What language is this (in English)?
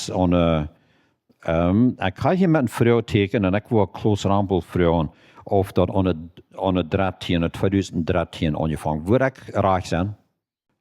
Plautdietsch